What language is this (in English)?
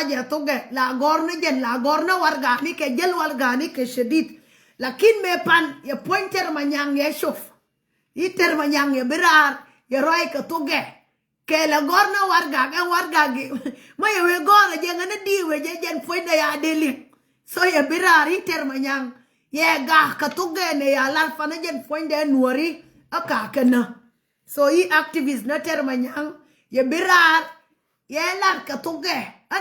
Nuer